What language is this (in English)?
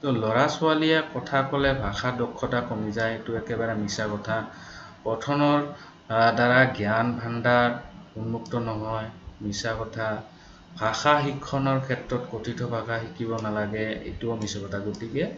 Assamese